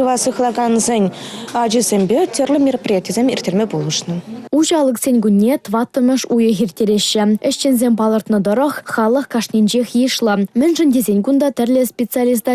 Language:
Chuvash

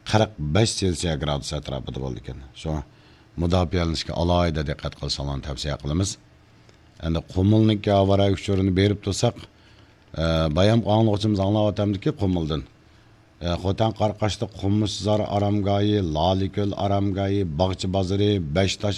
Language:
Uyghur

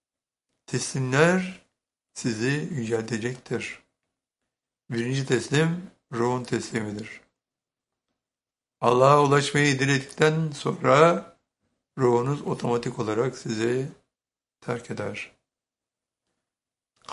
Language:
Turkish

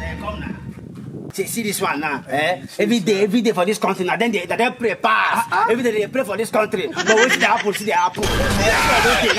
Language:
Nigerian Pidgin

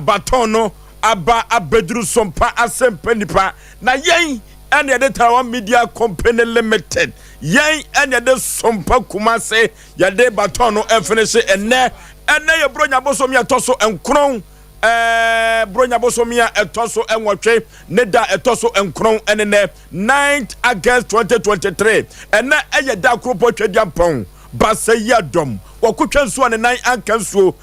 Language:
Akan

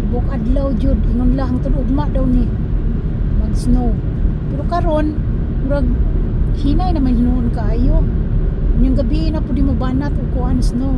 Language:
Cebuano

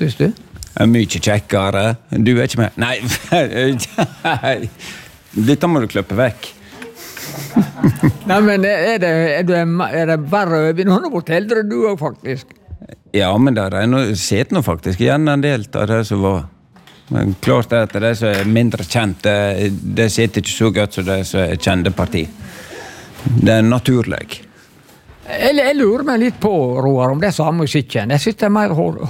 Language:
Norwegian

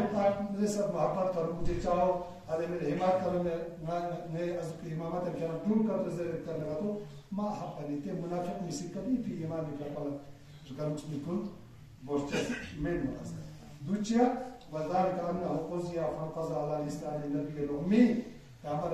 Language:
Urdu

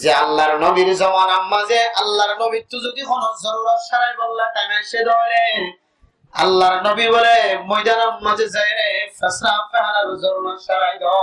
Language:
Rohingya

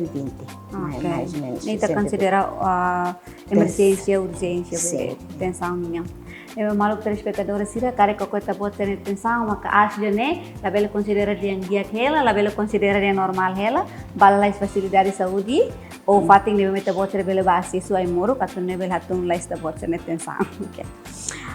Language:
Tetum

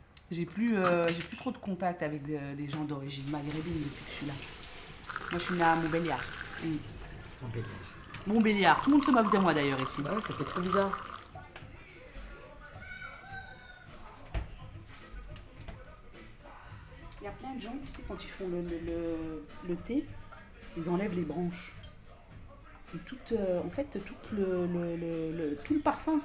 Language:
French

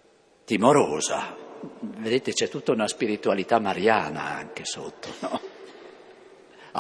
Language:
Italian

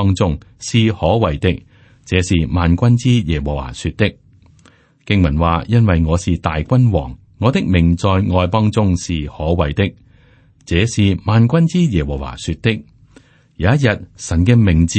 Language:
Cantonese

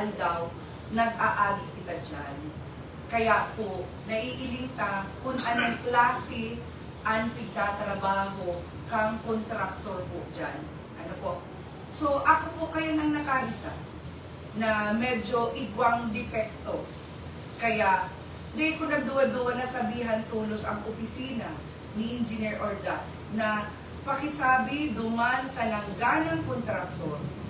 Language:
Bikol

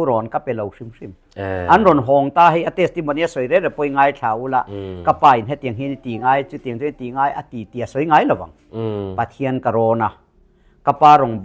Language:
Mizo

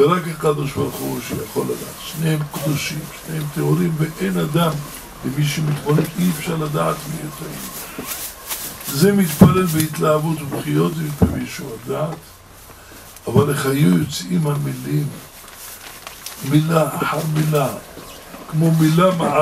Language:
Hebrew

